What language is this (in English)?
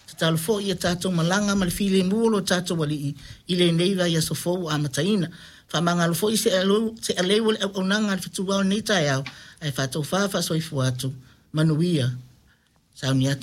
Samoan